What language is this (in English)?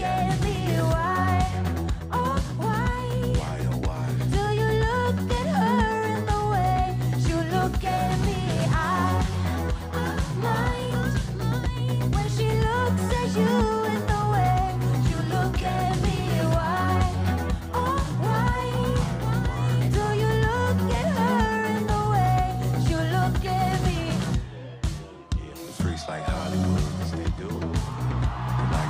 English